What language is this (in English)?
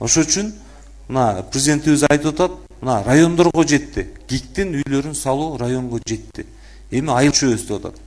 Kyrgyz